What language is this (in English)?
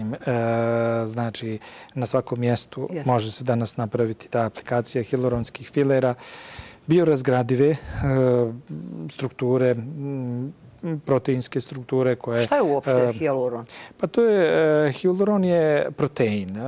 Bosnian